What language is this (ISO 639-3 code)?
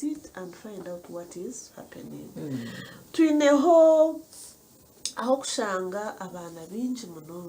nyn